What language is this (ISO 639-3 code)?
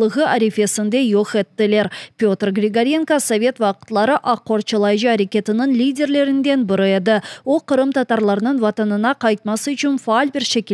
crh